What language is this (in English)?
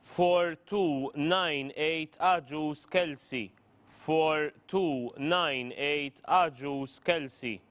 English